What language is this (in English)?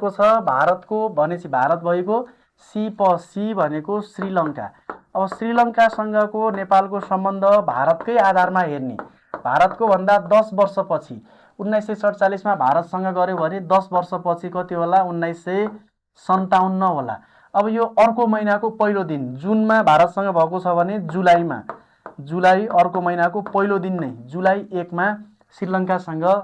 Nepali